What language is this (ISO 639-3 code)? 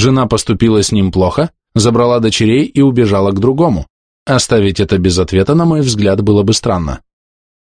rus